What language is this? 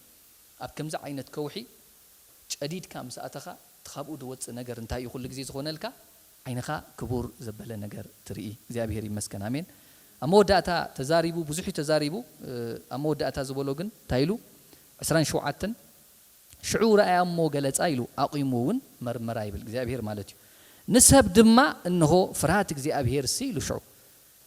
Tigrinya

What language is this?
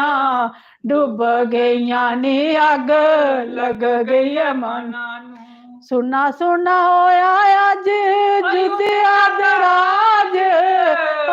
Dogri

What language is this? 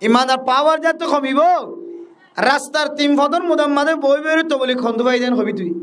Rohingya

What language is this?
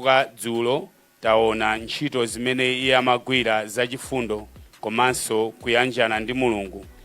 Nyanja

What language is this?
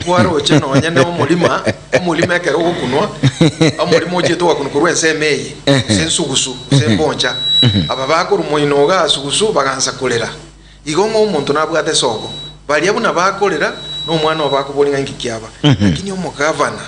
Gusii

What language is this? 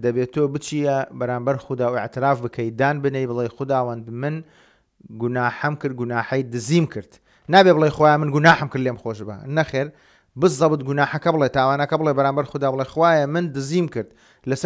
Central Kurdish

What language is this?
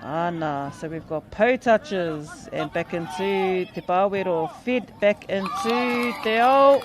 Māori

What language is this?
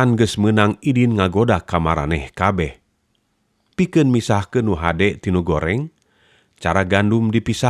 Sundanese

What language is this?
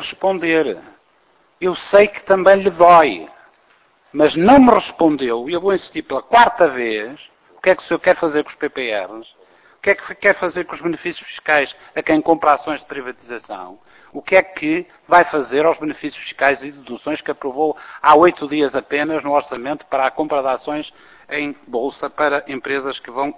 Portuguese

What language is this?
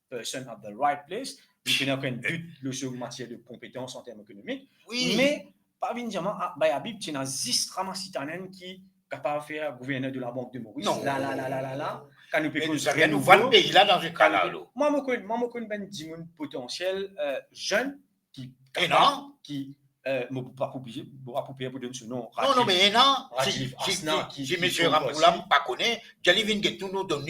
Morisyen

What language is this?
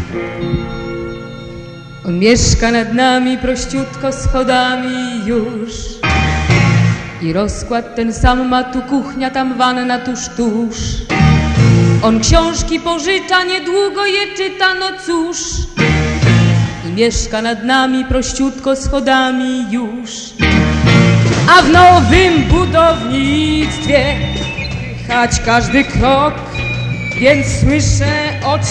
Polish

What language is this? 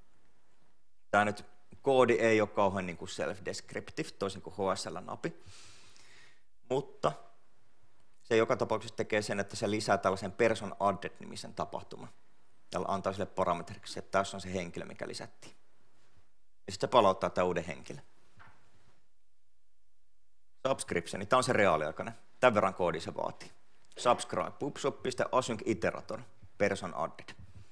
Finnish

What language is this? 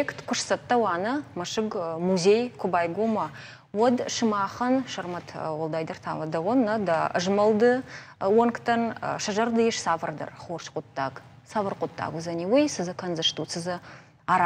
Ossetic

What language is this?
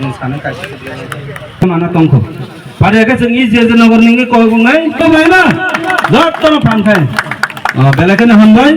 Kok Borok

